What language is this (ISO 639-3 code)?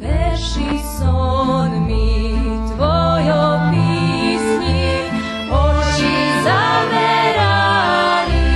rue